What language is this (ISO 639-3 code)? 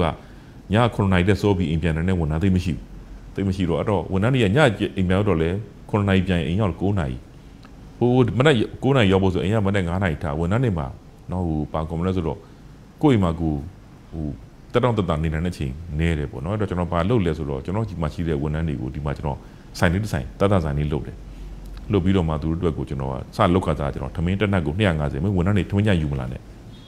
mya